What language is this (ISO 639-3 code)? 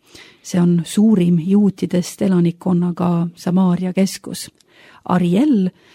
est